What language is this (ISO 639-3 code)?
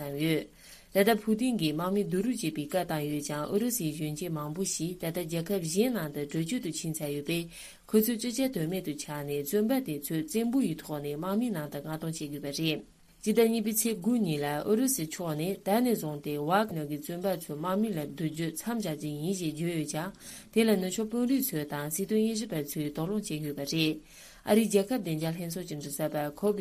bod